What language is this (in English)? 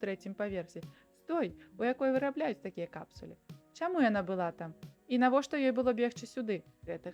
Belarusian